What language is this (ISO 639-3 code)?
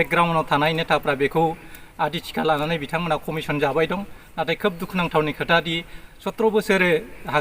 brx